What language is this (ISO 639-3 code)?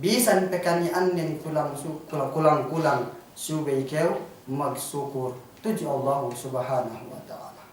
yka